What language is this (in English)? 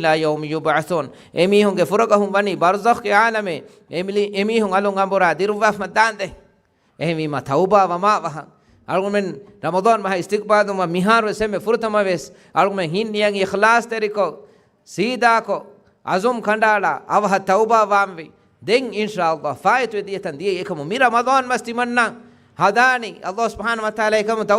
Divehi